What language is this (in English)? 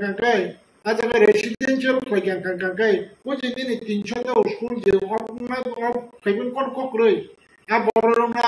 Kok Borok